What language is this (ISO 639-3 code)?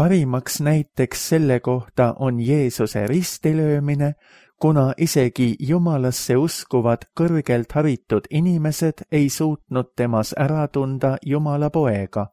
est